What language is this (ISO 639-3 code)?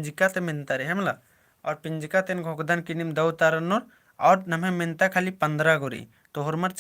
kru